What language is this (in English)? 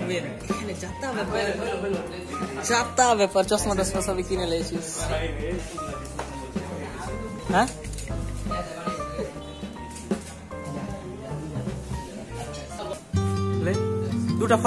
Bangla